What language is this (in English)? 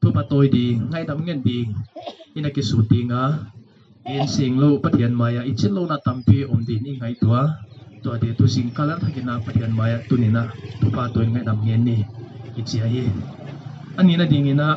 Paite Chin